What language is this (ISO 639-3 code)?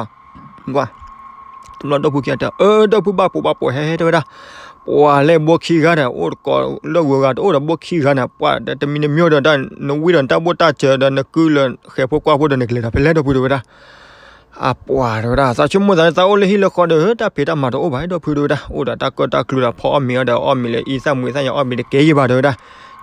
ksw